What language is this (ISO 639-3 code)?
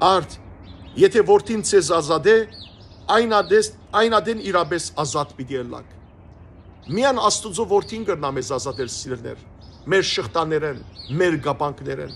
hyw